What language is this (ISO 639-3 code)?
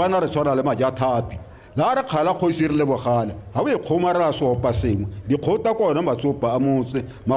tsn